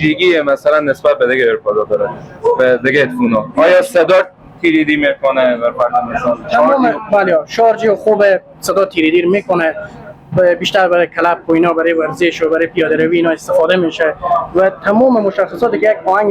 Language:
Persian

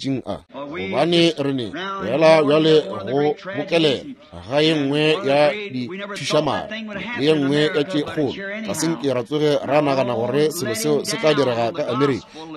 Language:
Northern Sotho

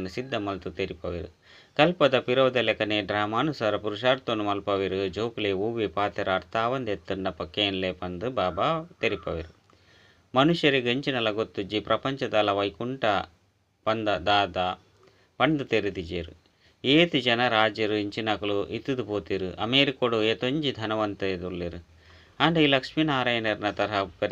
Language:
Tulu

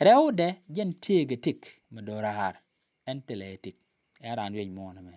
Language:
Nuer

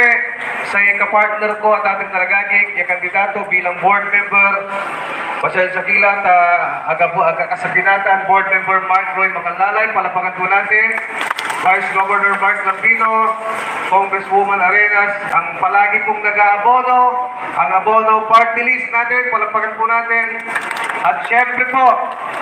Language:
Pangasinan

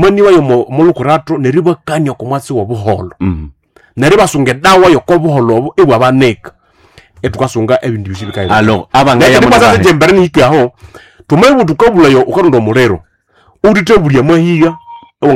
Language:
Nande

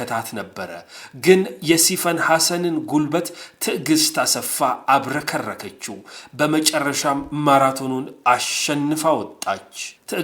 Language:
Amharic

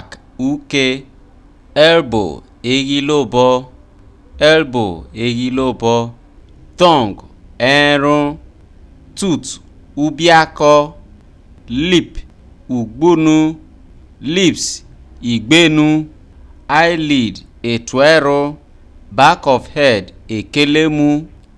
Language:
Isoko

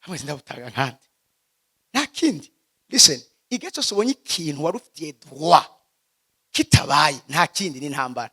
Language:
Rundi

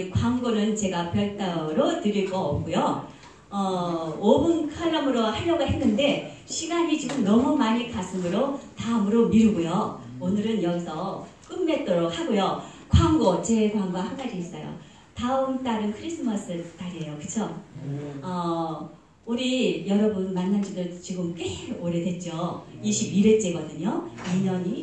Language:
Korean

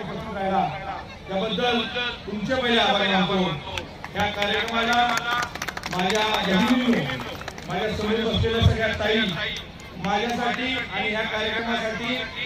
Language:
Marathi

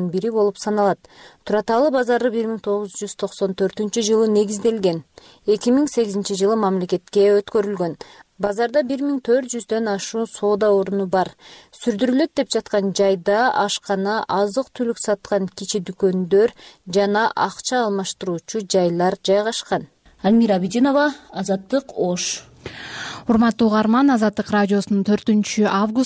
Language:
Kyrgyz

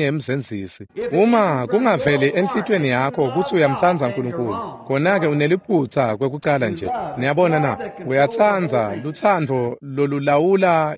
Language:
Swati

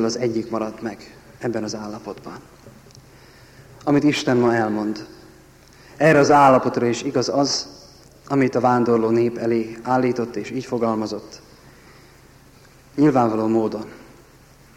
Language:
Hungarian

